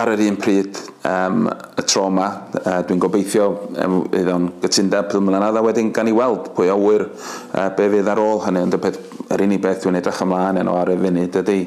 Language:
Welsh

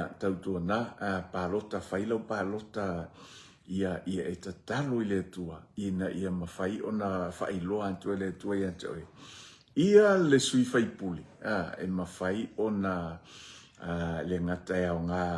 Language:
Samoan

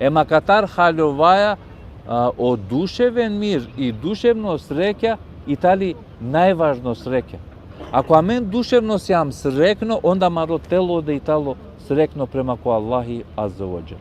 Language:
Balkan Romani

